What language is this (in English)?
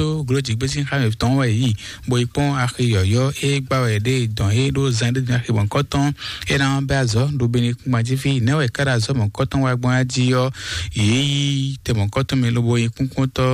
Fon